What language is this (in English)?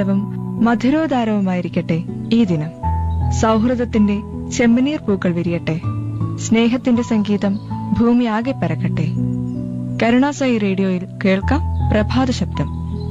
Malayalam